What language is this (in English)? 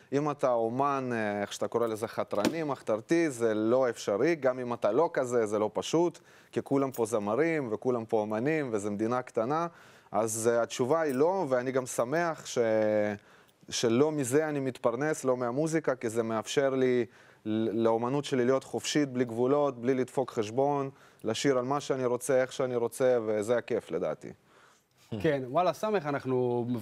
Hebrew